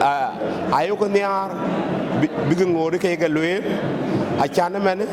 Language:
Dinka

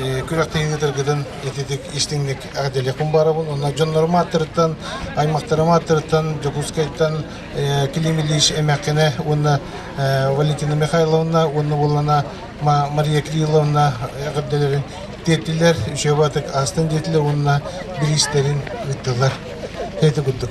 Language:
Yakut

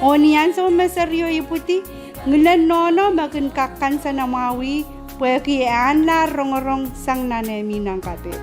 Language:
Pohnpeian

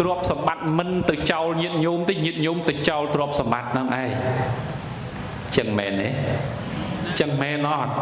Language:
Khmer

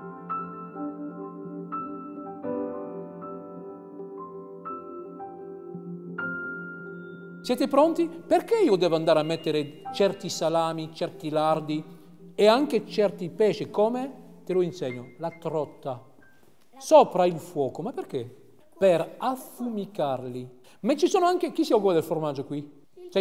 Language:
Italian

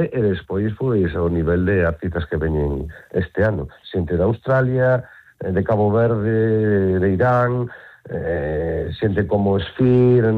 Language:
Galician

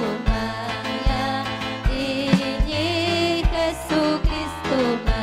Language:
Ayacucho Quechua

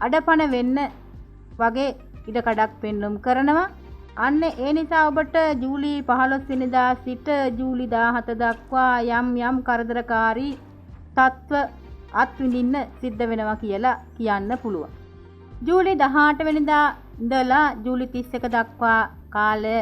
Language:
Sinhala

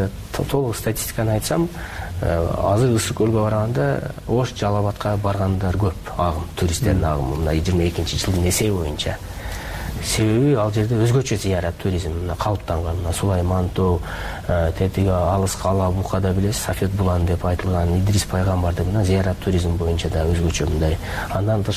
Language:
Kyrgyz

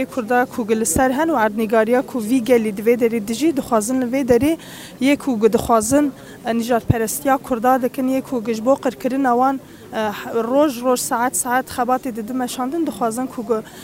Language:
Kurdish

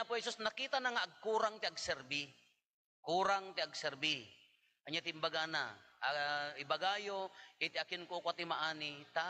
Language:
Iloko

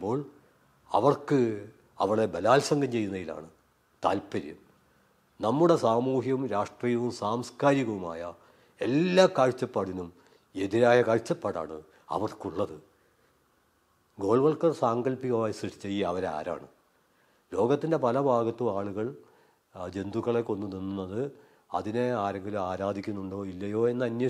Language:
Malayalam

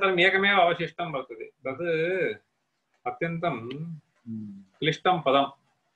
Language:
Sanskrit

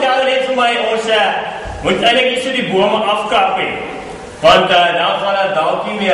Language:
Afrikaans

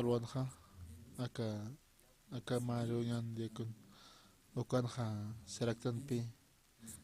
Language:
Aymara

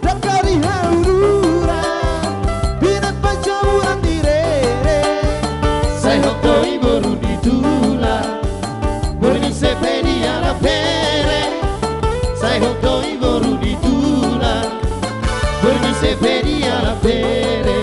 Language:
Batak Toba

